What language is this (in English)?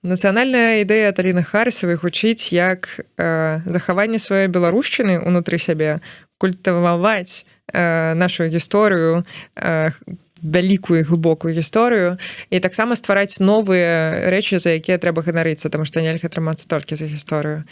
Belarusian